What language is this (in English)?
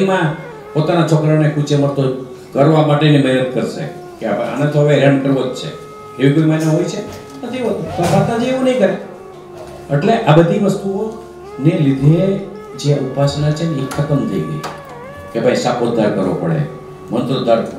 Gujarati